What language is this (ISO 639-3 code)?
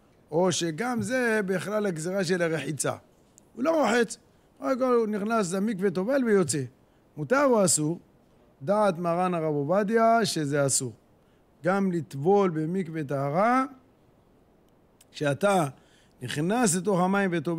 heb